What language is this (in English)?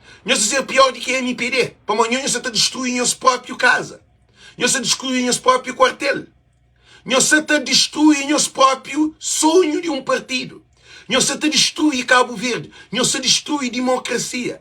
Kabuverdianu